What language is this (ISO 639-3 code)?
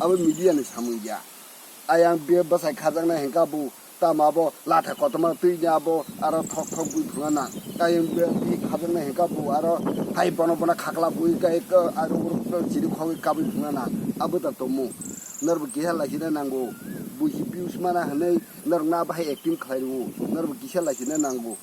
trp